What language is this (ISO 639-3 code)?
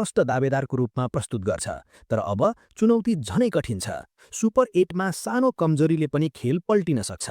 nep